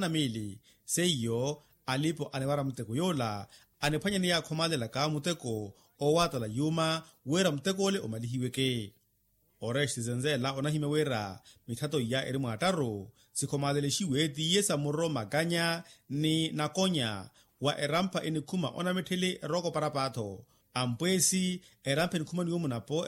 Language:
Makhuwa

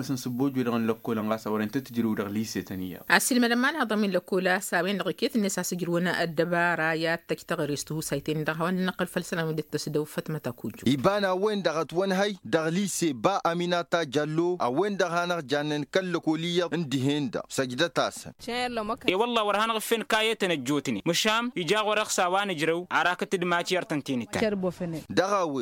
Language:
Tamasheq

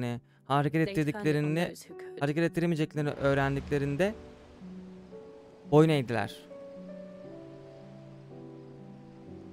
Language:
Turkish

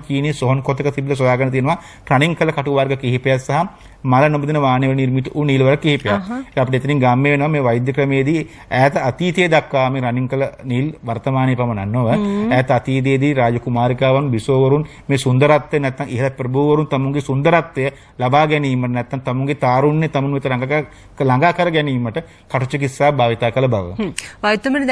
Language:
Sinhala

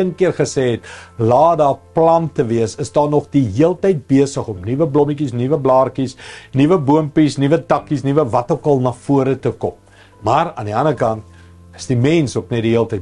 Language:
Afrikaans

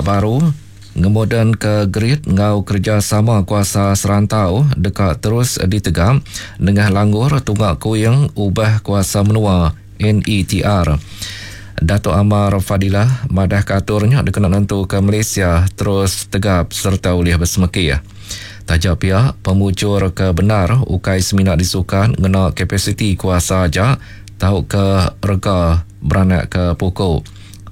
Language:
Iban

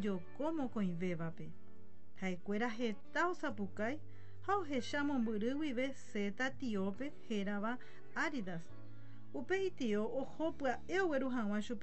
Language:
Guarani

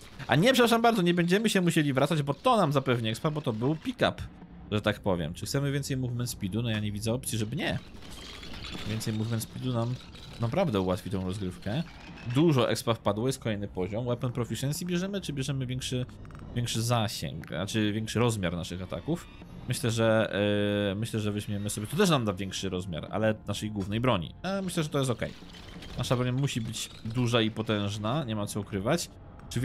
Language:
Polish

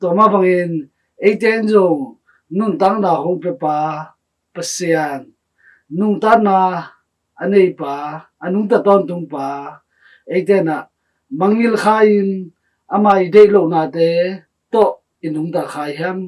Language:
Tedim Chin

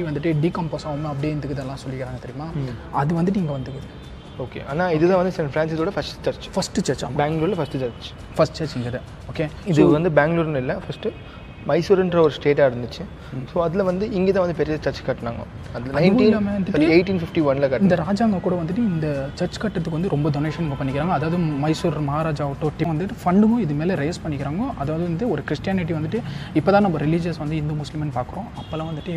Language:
Tamil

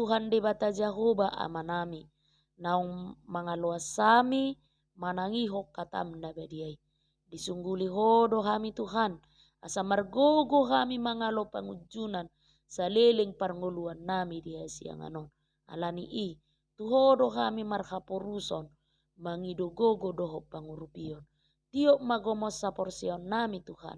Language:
Batak Toba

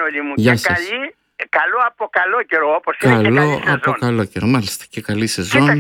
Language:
Greek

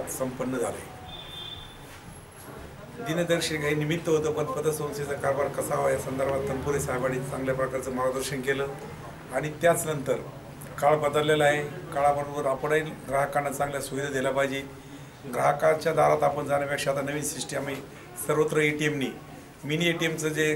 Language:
Marathi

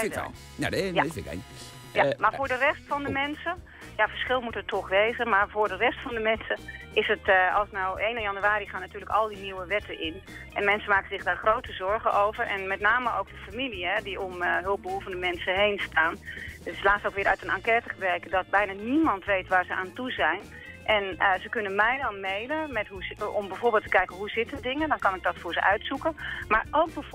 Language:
Dutch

